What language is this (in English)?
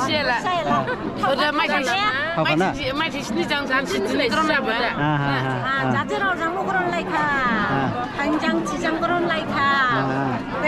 Dimasa